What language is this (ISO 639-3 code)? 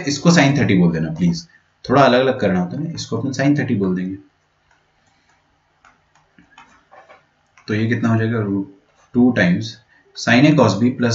hin